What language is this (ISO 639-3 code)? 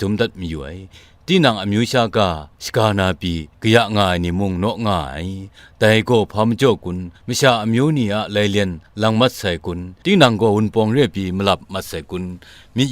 kac